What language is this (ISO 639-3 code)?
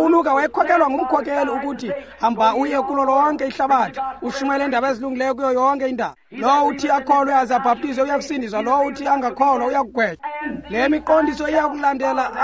xho